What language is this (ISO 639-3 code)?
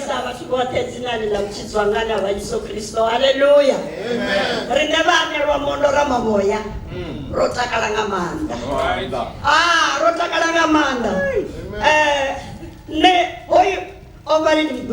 ven